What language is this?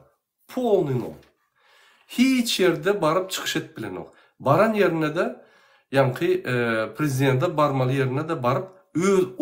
Turkmen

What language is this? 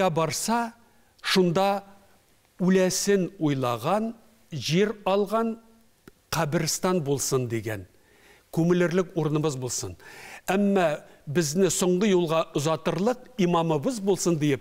Tatar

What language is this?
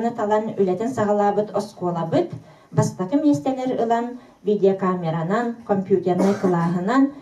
Yakut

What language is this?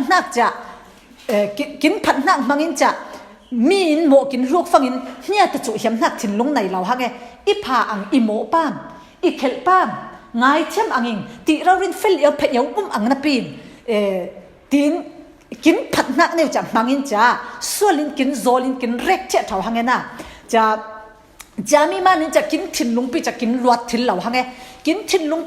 Falam Chin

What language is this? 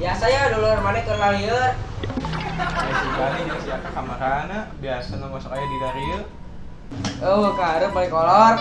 Sundanese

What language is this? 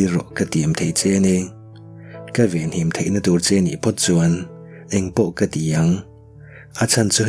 Mizo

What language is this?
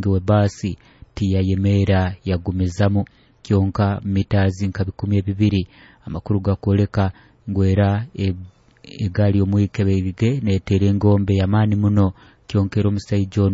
Nyoro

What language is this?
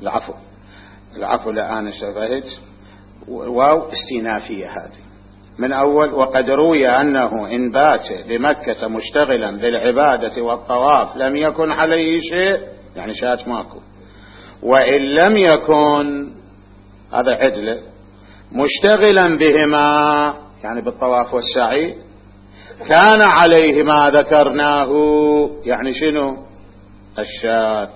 Mesopotamian Arabic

